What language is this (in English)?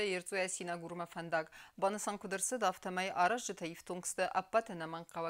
Ossetic